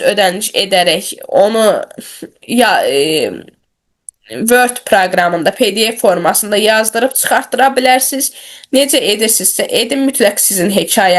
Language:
Azerbaijani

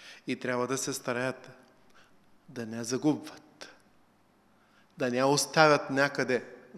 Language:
Bulgarian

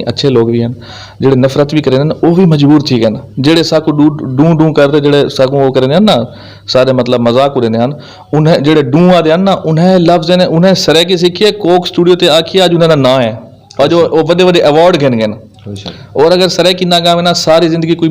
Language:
Saraiki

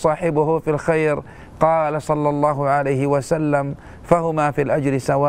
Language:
Arabic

